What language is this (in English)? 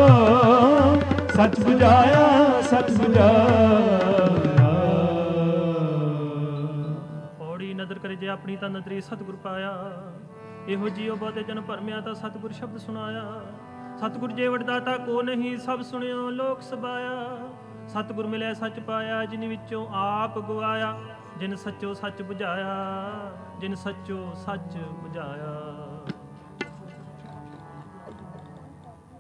Punjabi